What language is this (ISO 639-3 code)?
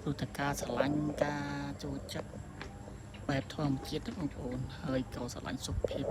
khm